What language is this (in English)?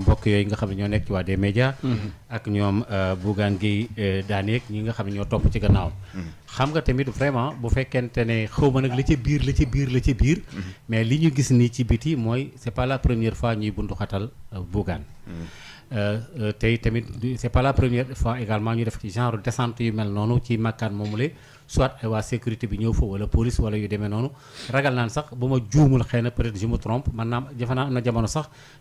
Wolof